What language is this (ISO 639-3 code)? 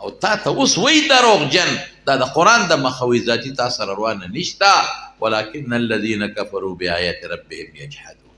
pus